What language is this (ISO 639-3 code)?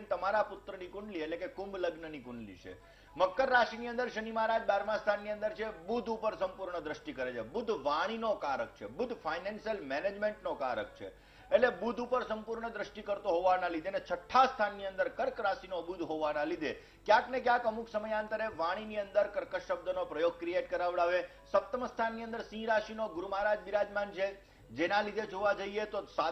guj